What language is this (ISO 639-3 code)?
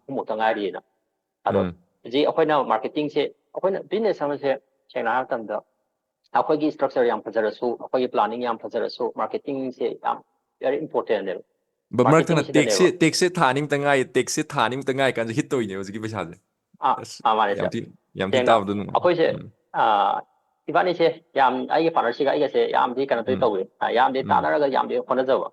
mni